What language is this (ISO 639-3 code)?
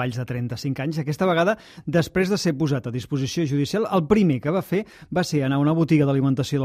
cat